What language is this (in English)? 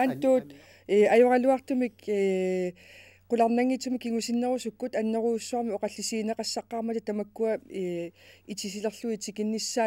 Kalaallisut